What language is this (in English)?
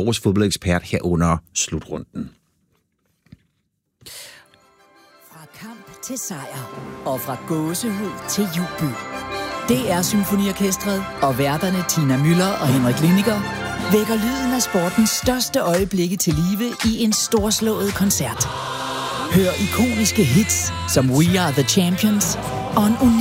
Danish